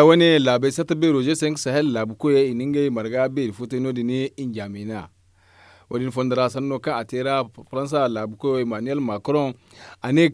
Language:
Zarma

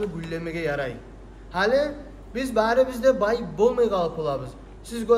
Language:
Kumyk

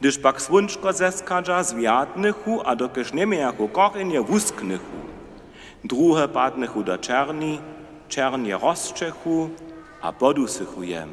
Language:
Upper Sorbian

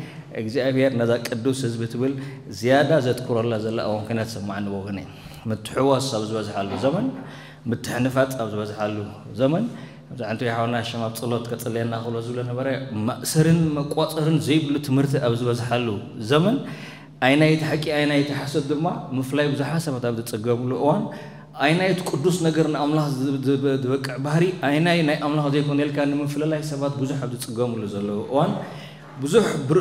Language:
Tigrinya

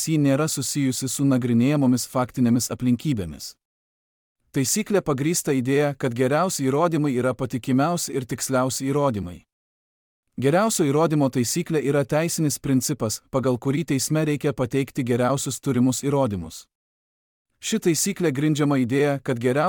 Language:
Lithuanian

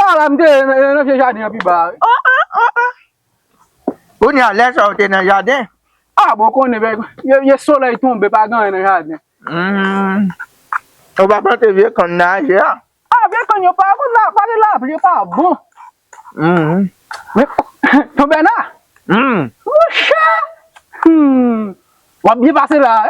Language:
Haitian Creole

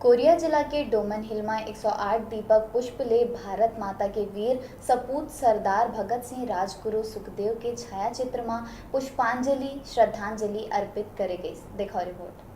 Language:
Chhattisgarhi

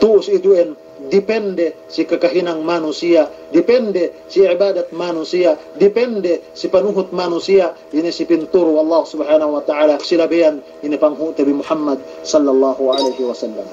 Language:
Yakan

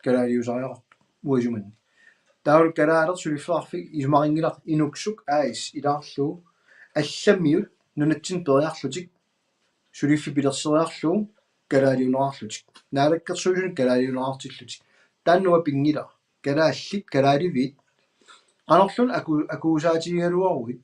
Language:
Kalaallisut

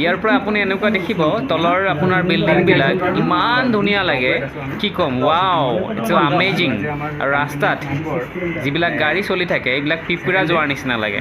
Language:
Assamese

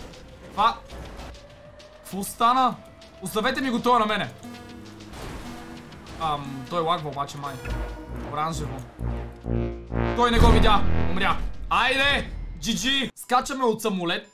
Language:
Bulgarian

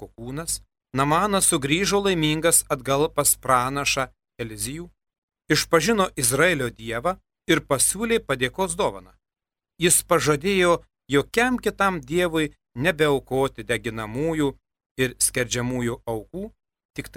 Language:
Lithuanian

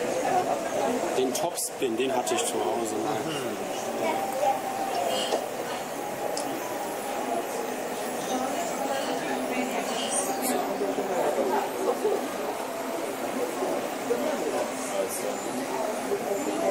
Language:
German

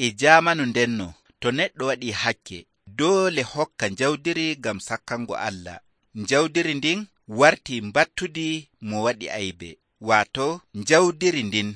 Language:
Nigerian Fulfulde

